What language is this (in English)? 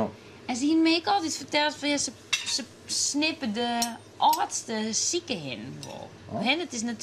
Western Frisian